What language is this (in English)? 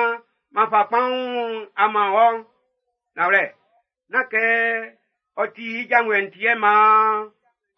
Baoulé